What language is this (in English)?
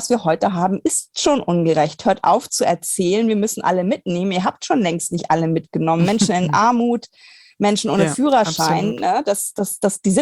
German